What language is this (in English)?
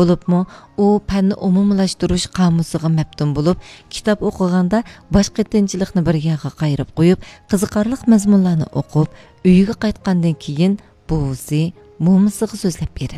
Uyghur